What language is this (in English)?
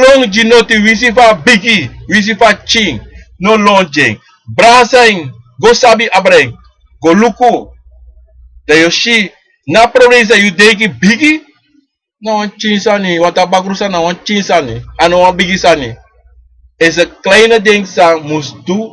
Sranan Tongo